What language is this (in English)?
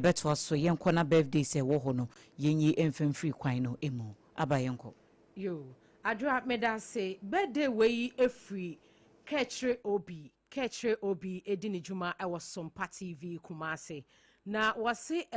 Akan